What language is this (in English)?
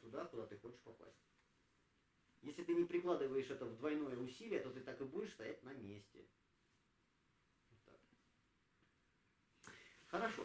Russian